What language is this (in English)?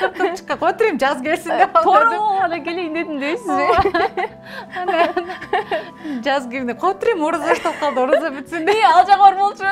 Kyrgyz